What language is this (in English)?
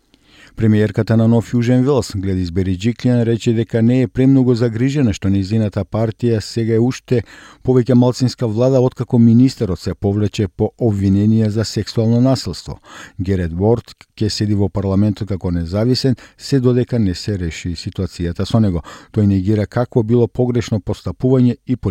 Macedonian